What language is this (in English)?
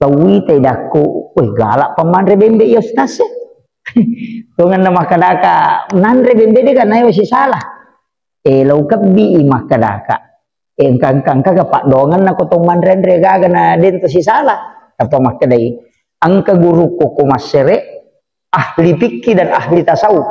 Buginese